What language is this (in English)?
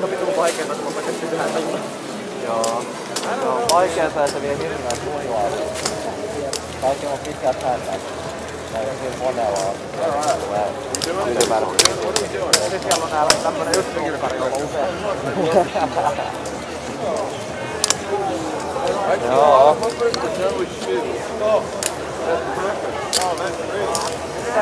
Finnish